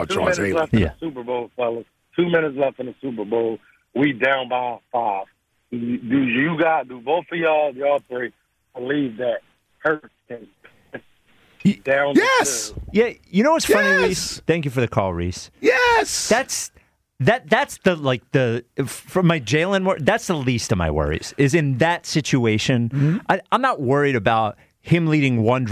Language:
English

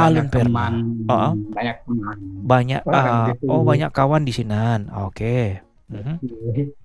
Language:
Indonesian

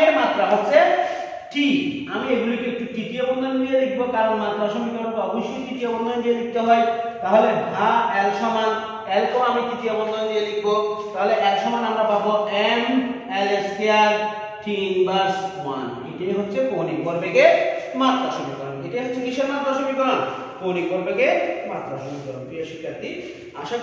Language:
Bangla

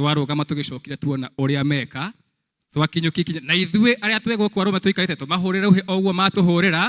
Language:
Kikuyu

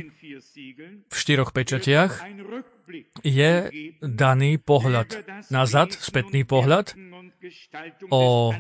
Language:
Slovak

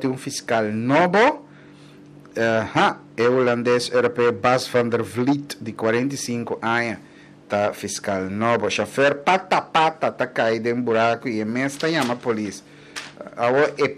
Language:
Papiamento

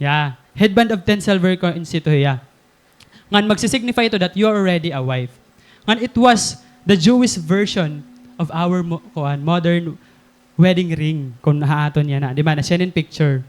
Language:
Waray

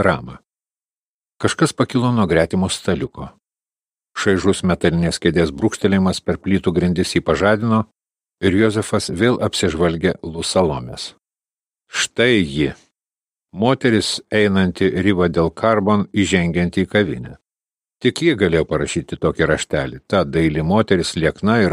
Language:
Lithuanian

